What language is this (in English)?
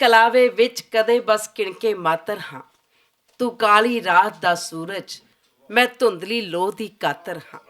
Western Panjabi